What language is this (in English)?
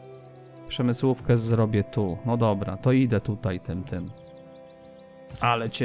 Polish